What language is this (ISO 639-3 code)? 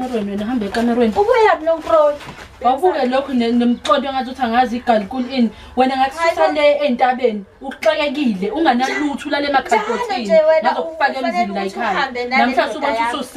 zul